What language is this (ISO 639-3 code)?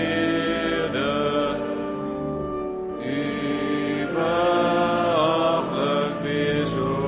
afr